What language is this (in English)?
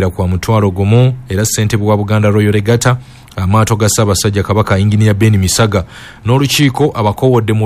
Ganda